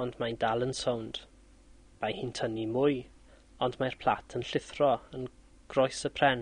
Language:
Welsh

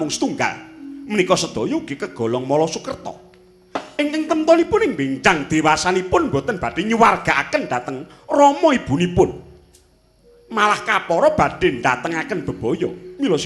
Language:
Javanese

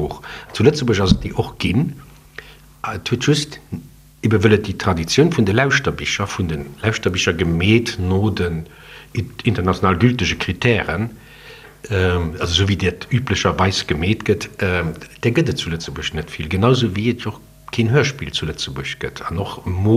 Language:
Luxembourgish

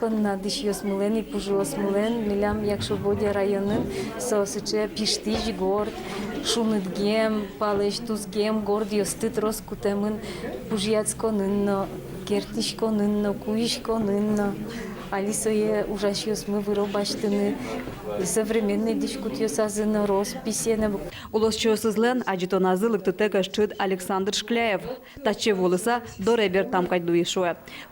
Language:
Udmurt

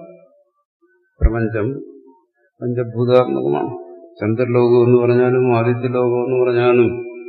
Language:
Malayalam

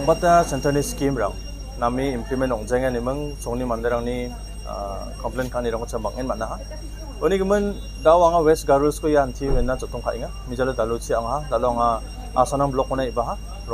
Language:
Garo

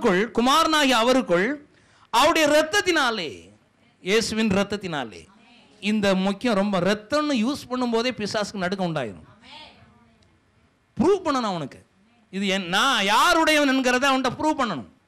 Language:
Tamil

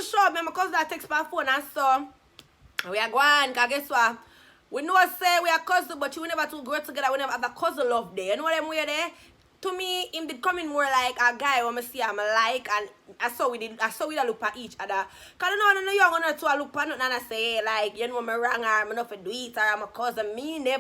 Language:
Jamaican Creole English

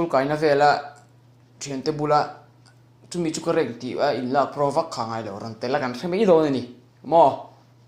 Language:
Mizo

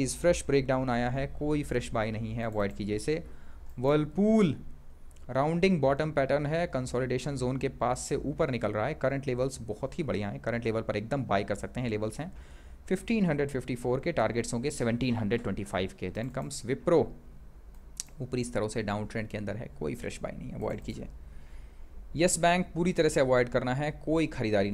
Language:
Hindi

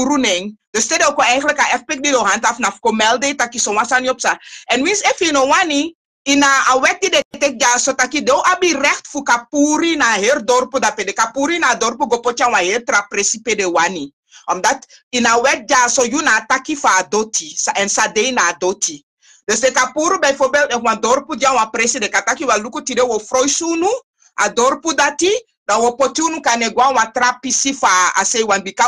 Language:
Sranan Tongo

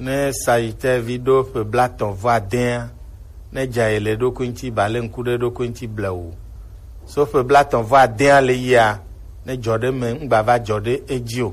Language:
Gen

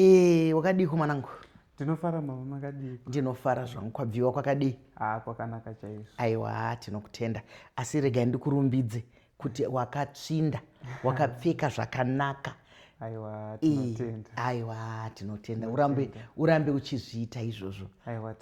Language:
Shona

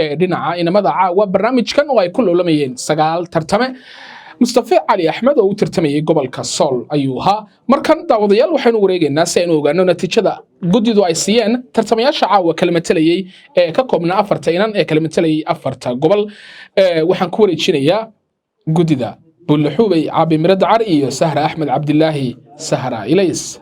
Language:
Somali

